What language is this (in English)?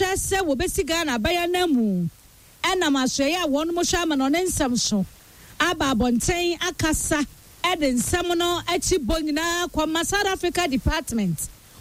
Akan